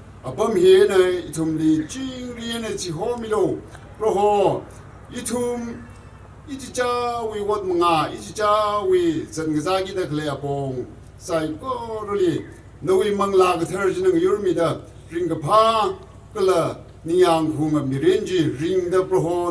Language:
Tangkhul Naga (India)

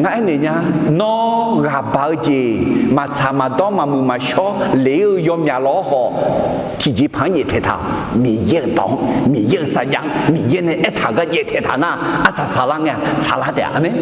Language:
Akha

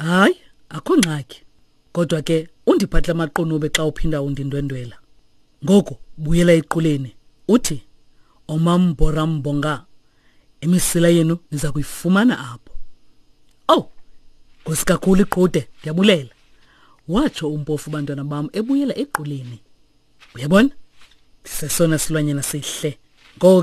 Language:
Xhosa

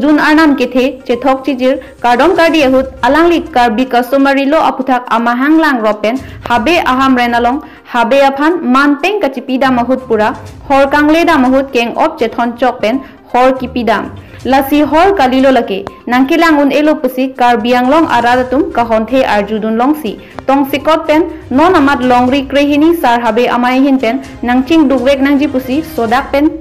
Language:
Karbi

